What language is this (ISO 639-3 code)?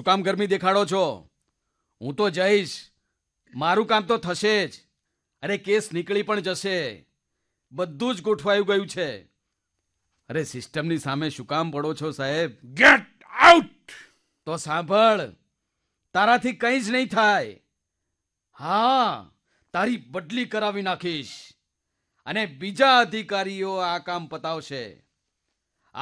guj